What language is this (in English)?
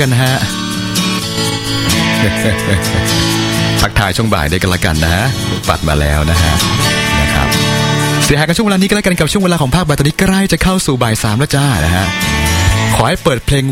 Thai